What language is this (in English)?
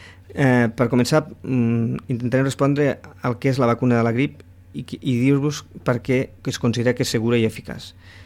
Catalan